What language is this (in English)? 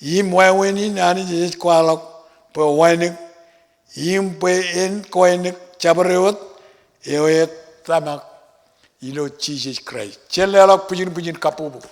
Marshallese